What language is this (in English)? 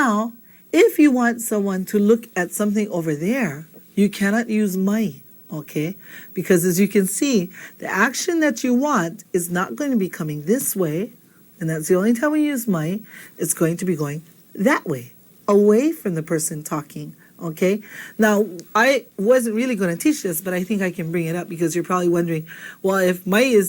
Hawaiian